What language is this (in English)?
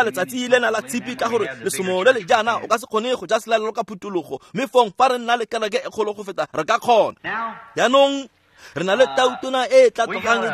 Tswana